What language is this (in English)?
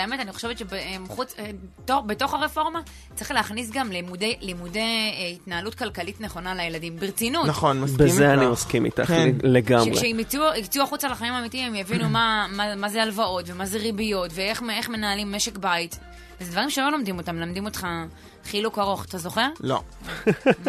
Hebrew